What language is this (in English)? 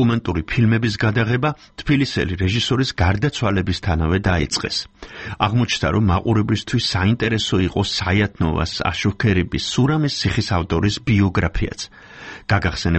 Georgian